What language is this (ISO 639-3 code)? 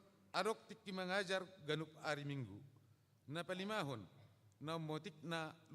bbc